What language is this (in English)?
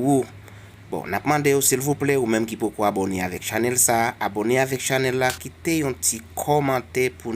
Haitian Creole